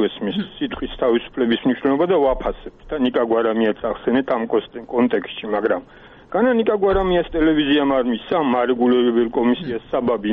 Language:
Georgian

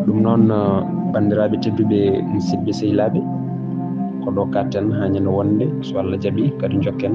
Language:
Fula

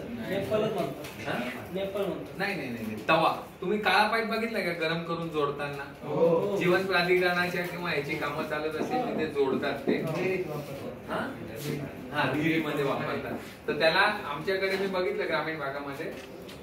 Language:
Marathi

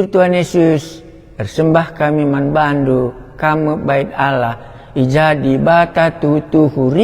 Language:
Batak Karo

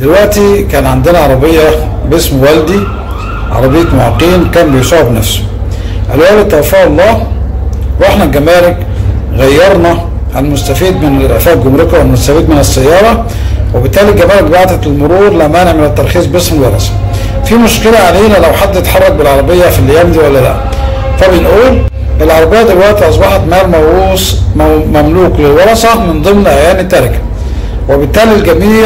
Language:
Egyptian Arabic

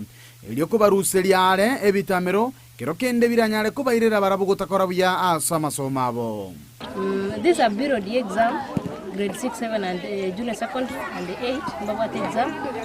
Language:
Gusii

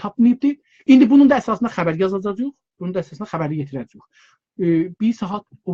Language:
South Azerbaijani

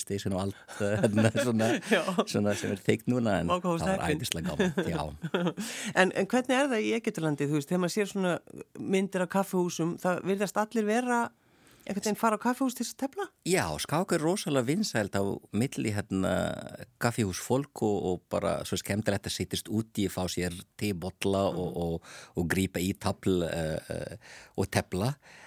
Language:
Icelandic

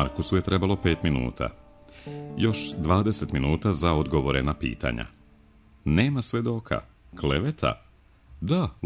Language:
Serbian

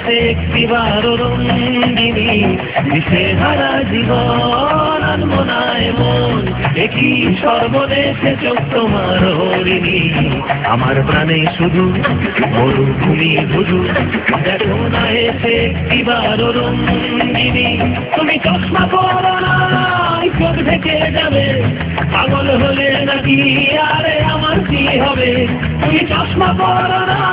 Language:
Bangla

